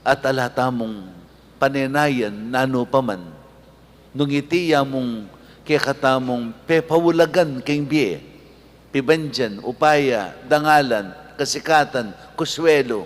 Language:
Pampanga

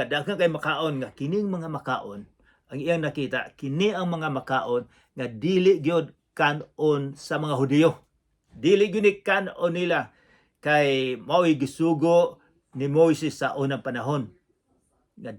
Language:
Cebuano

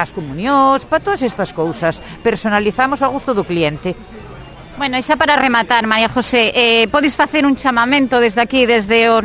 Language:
Galician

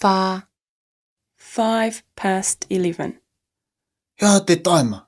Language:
Māori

